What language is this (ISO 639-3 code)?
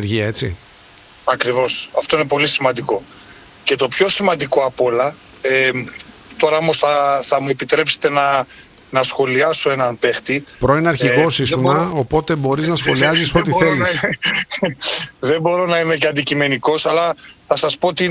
ell